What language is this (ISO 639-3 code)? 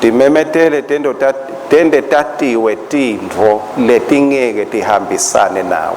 ssw